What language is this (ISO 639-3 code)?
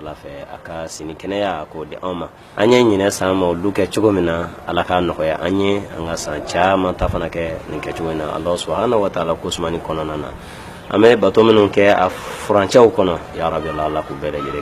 bam